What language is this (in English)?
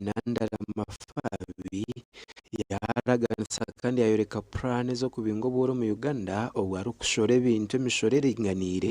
Nyankole